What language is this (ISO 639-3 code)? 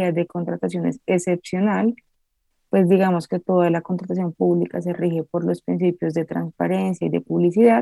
spa